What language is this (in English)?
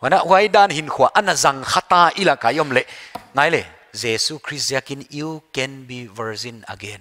Paite Chin